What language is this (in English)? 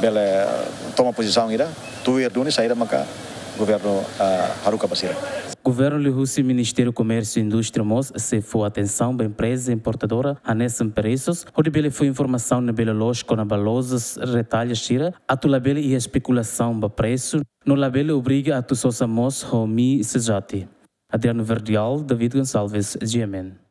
Tetum